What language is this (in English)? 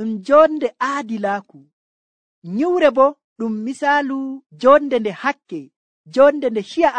Nigerian Fulfulde